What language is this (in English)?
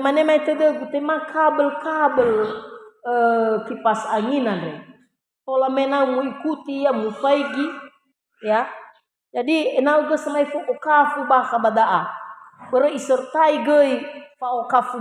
Nias